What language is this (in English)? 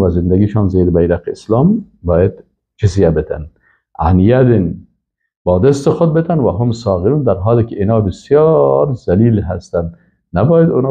Persian